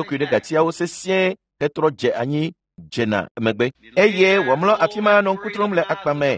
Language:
Ewe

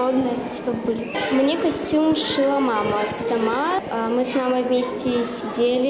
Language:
Komi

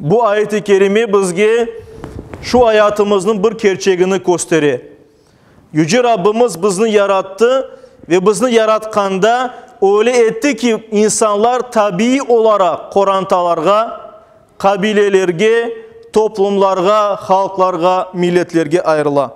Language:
Crimean Tatar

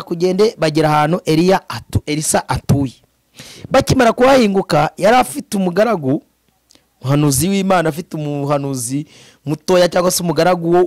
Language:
Kinyarwanda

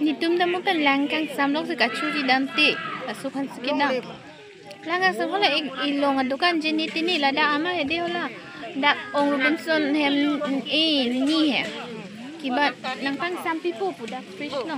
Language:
Karbi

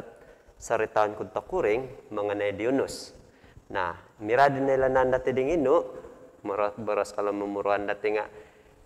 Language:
Central Dusun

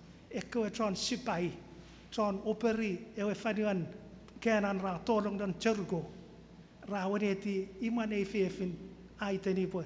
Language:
Chuukese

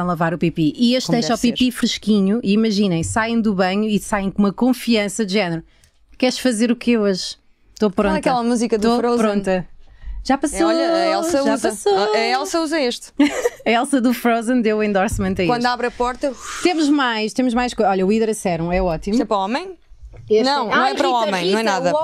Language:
Portuguese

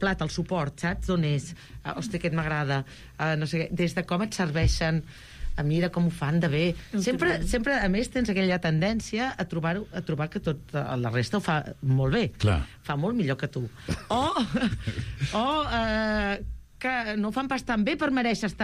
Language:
Catalan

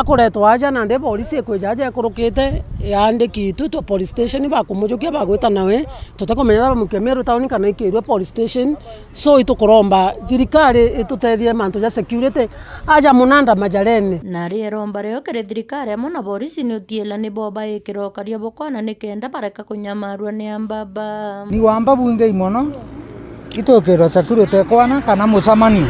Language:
Meru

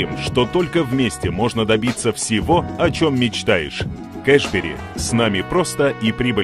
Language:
Russian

